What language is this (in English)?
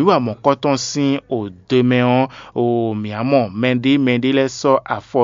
Fon